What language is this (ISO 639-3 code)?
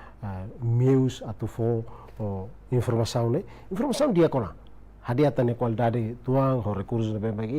tet